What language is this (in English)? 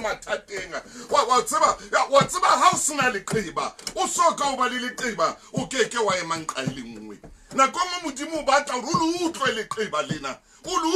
Southern Sotho